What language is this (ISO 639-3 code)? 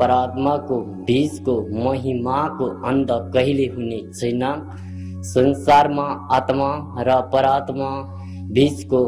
nep